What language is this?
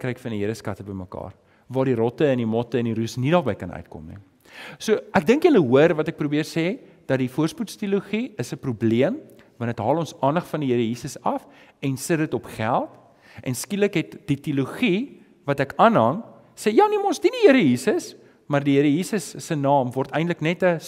Afrikaans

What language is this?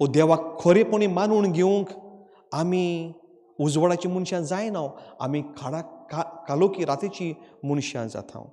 Konkani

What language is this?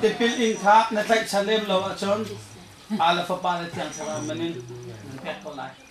Hakha Chin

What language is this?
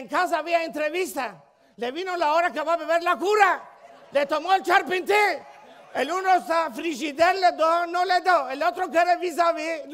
Ladino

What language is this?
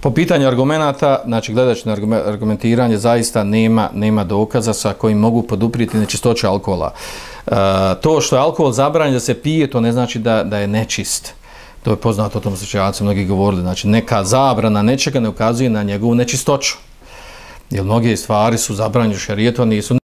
Bosnian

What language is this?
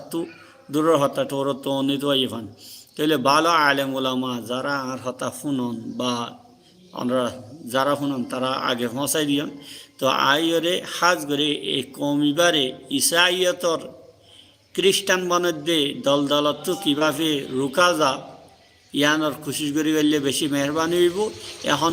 Rohingya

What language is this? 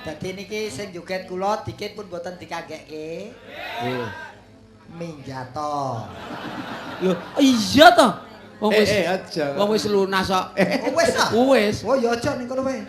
Javanese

